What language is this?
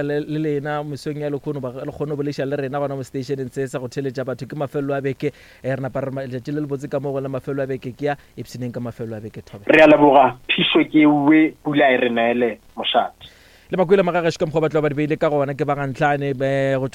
Northern Sotho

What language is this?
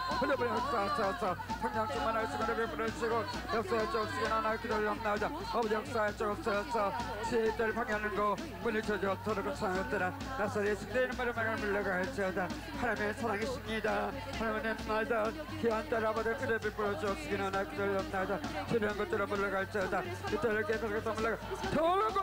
Korean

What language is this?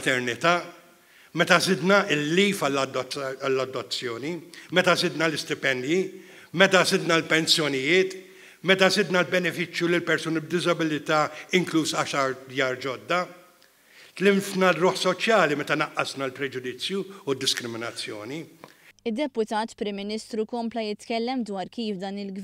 Maltese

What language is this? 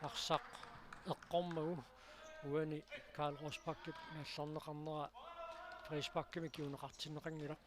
Kalaallisut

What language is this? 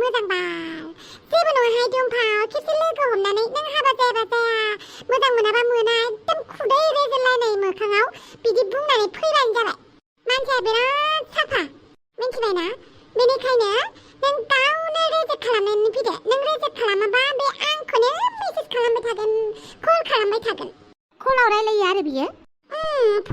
Bodo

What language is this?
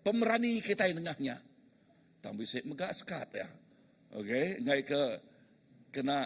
Iban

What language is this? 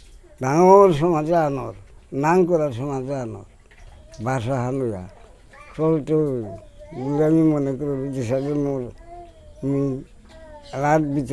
Bishnupriya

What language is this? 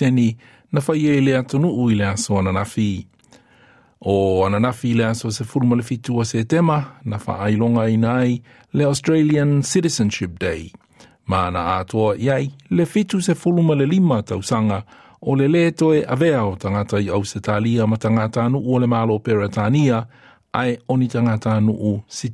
Samoan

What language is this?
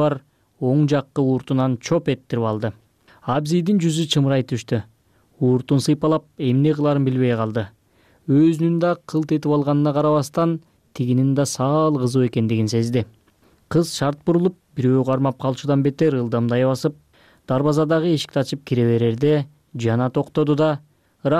Kyrgyz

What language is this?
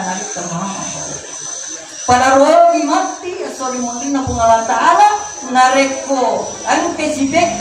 Buginese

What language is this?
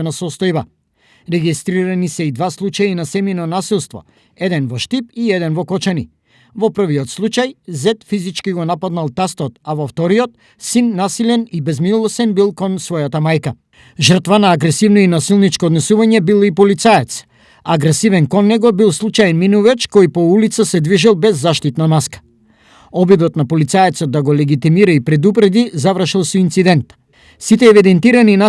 Macedonian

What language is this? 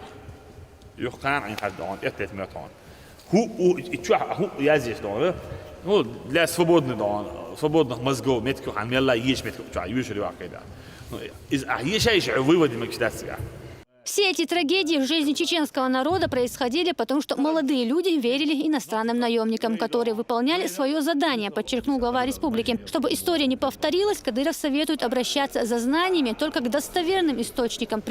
Chechen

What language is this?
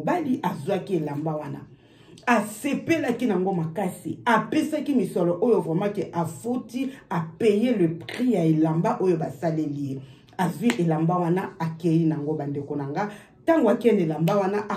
Lingala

